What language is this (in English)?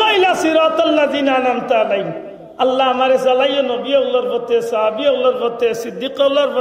Sylheti